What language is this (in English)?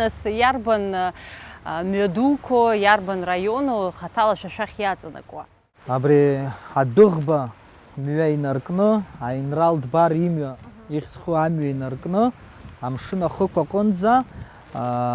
Abkhazian